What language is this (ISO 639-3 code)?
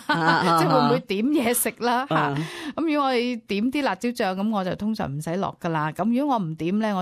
yue